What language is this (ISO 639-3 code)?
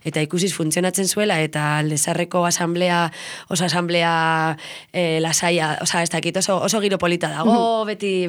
eus